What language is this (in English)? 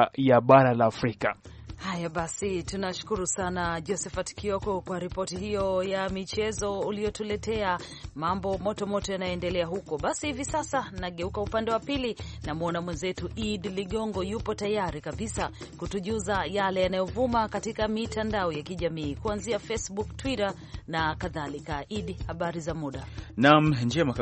Swahili